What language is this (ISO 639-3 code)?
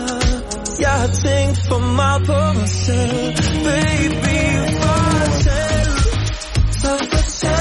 dan